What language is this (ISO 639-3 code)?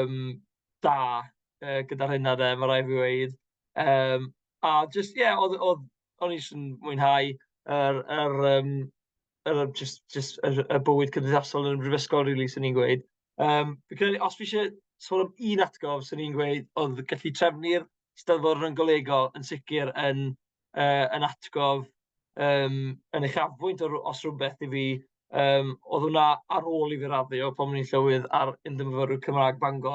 cym